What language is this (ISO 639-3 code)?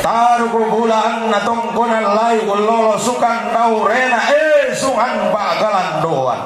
sda